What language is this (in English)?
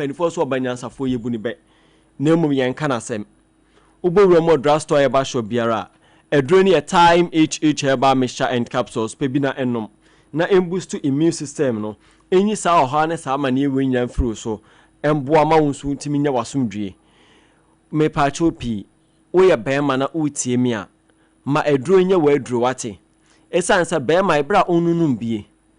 Akan